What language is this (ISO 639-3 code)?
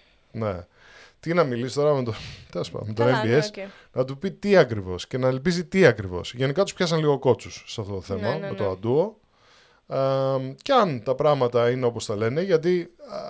ell